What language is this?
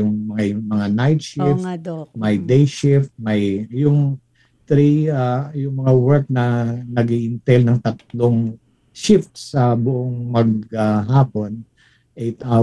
Filipino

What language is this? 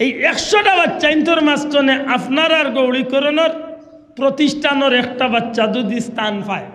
Sylheti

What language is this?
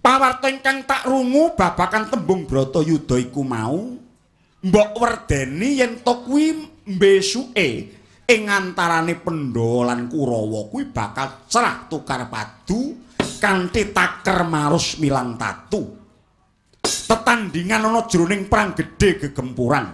Javanese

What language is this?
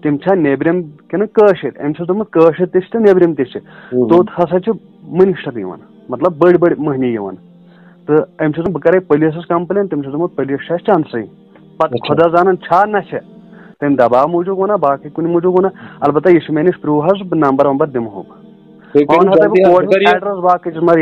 Kashmiri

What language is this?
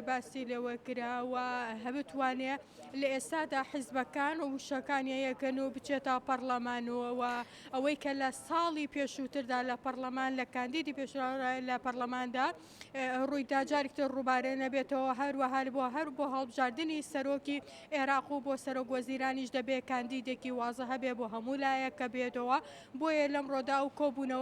Central Kurdish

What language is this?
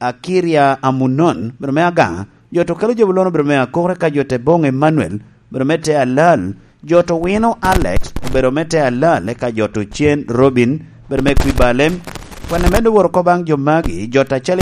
Lango (Uganda)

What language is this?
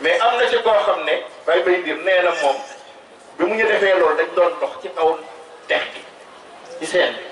Wolof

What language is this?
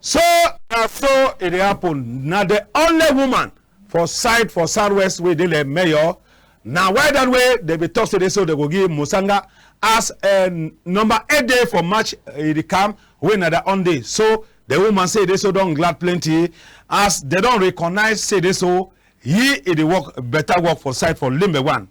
Cameroon Pidgin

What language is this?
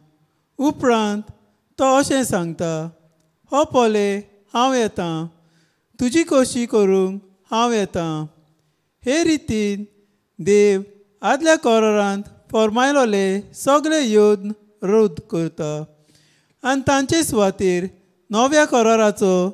Konkani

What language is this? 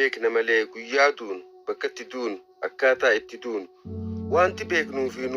Oromo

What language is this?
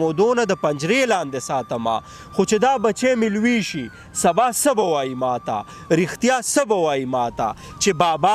Pashto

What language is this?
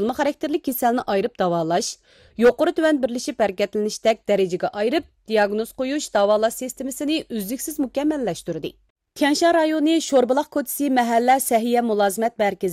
Uyghur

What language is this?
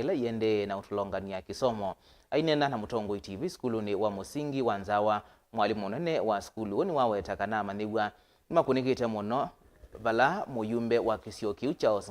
Kamba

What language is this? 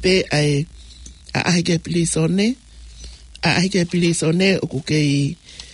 Tongan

